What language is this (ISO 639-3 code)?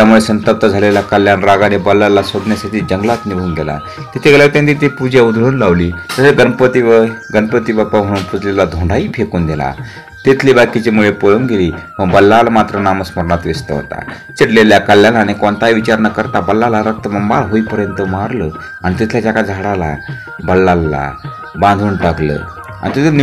mar